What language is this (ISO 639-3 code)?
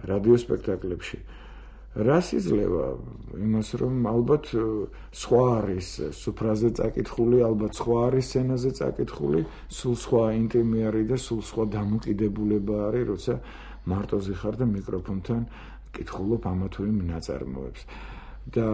kat